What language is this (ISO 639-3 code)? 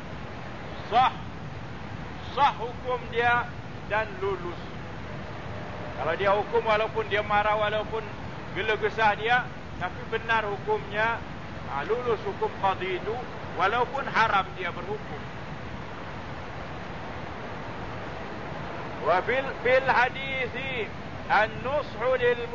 msa